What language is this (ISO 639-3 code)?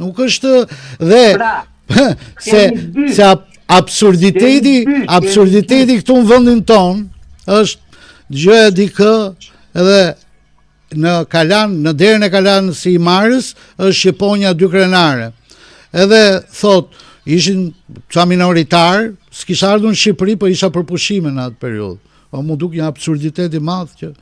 sqi